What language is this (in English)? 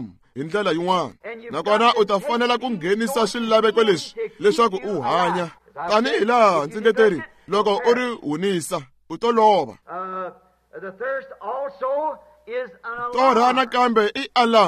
Tsonga